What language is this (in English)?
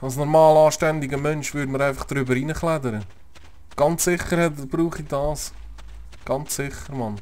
Swiss German